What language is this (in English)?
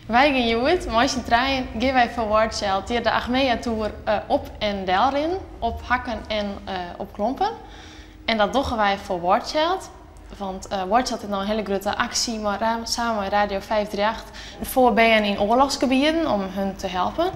Western Frisian